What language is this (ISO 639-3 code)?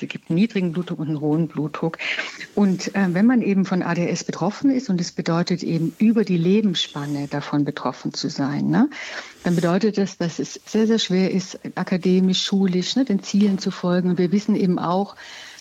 deu